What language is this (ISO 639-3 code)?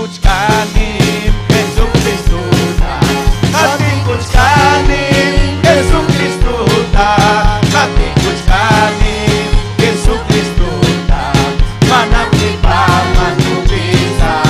quy